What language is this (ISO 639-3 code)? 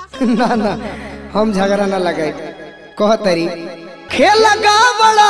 bho